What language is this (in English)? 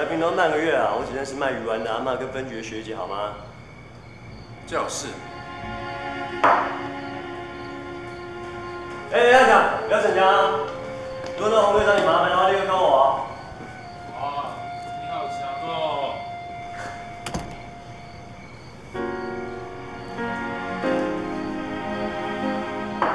Chinese